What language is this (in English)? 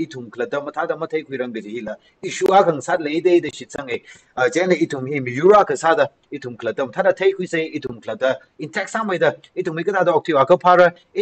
Tangkhul Naga (India)